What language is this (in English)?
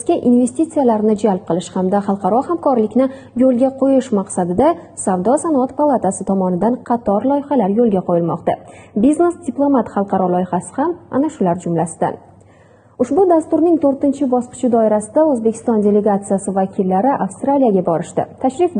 Uzbek